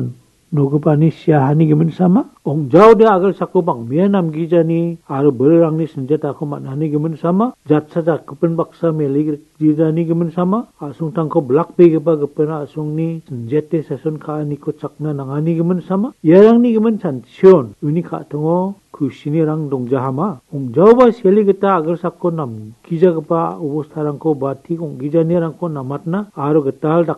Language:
Garo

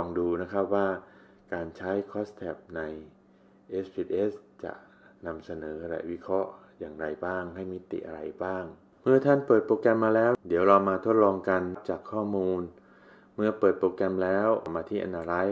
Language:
Thai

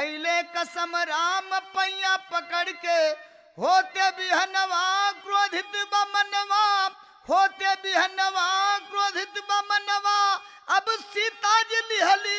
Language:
Bhojpuri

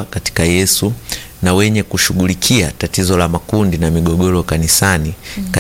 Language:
Swahili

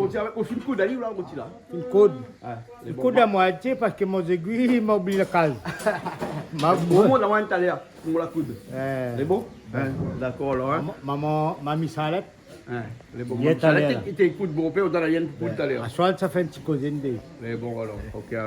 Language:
Réunion Creole French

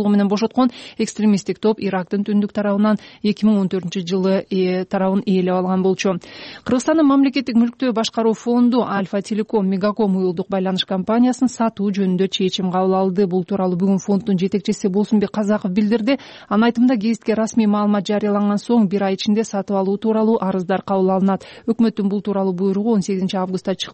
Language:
Kyrgyz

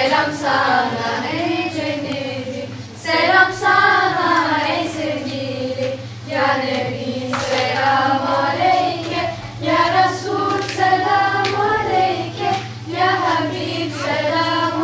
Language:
Turkish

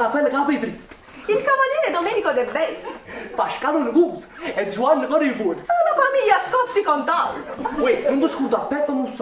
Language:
Neapolitan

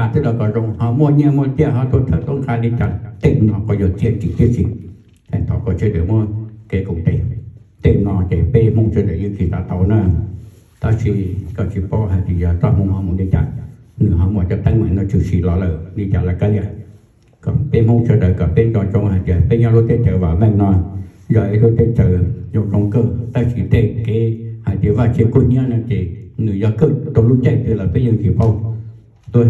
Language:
Hmong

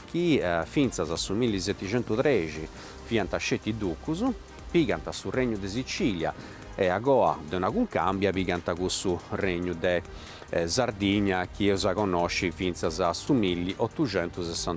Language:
Sardinian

